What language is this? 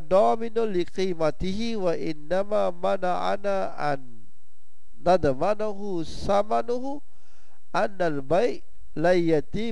Malay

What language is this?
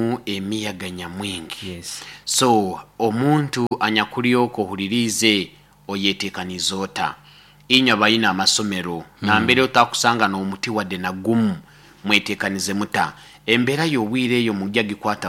Nyankole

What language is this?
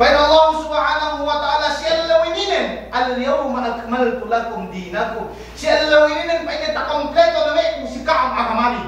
Yakan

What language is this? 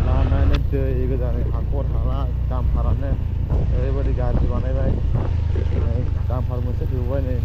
Bodo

